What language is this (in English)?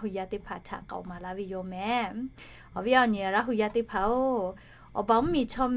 Lahu